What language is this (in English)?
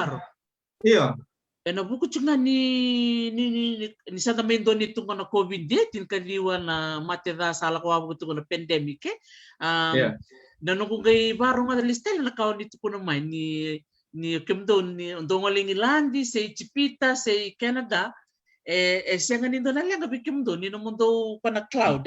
Fijian